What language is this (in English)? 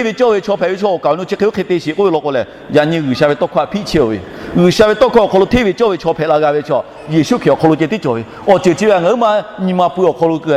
Lahu